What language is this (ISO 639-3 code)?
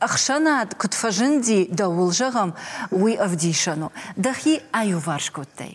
oss